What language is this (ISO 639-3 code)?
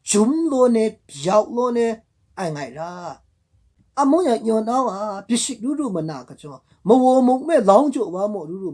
mhx